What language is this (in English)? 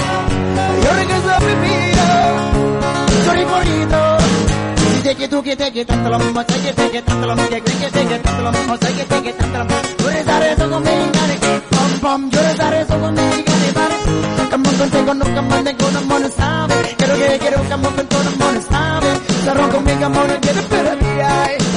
Thai